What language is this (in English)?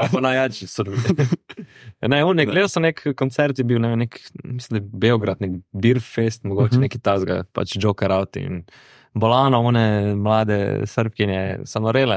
Slovenian